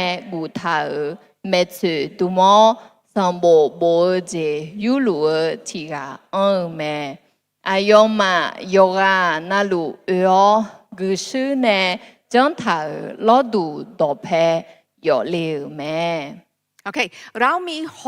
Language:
Akha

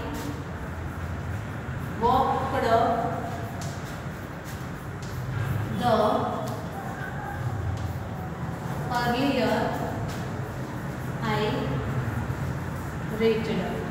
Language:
Gujarati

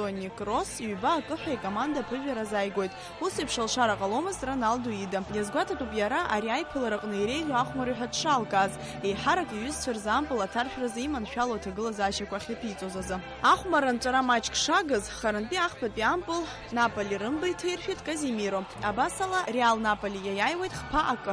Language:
Abkhazian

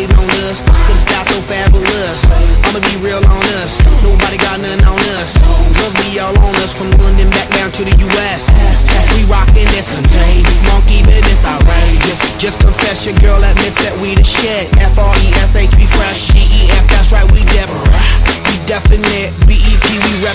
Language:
English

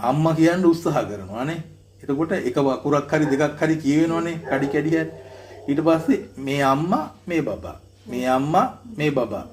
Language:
Sinhala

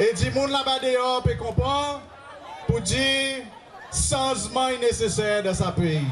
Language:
Seselwa Creole French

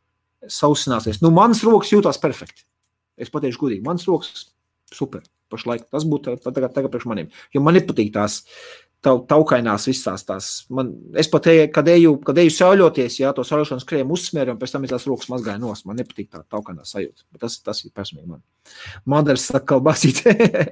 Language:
Latvian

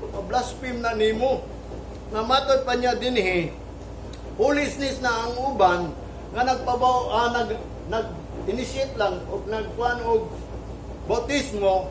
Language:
Cebuano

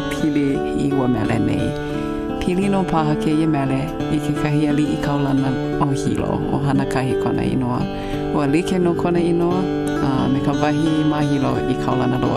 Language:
Hawaiian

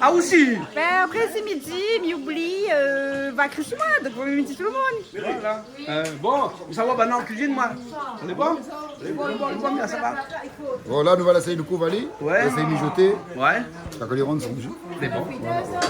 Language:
Réunion Creole French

